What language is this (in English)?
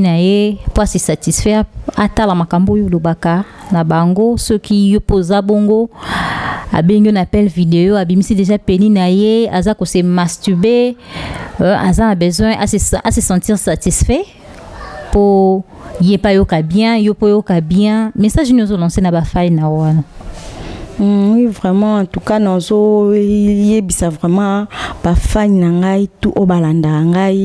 Lingala